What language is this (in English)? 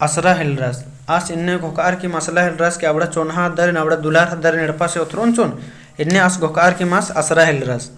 Kurukh